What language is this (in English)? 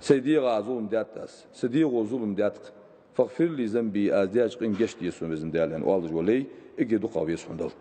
Ingush